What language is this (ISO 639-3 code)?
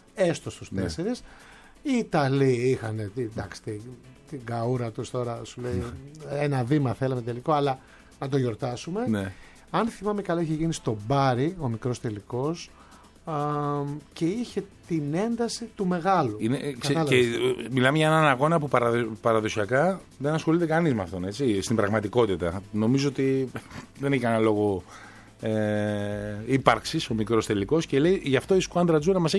ell